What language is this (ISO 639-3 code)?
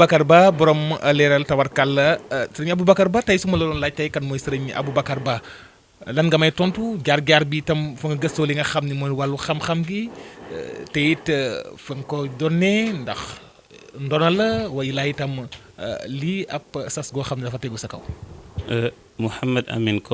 wol